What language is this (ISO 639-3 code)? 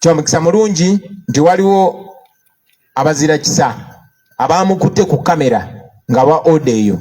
lug